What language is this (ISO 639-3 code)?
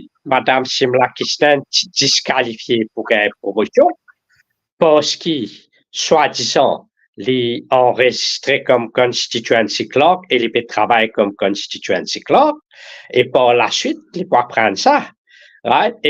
mfe